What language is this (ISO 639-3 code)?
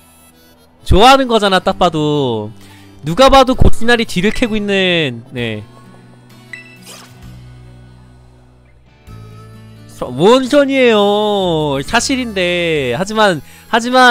kor